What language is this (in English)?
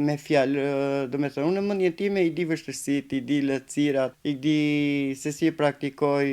Albanian